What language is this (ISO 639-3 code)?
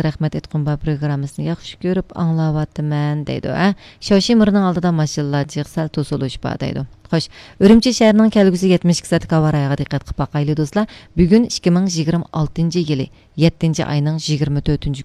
uig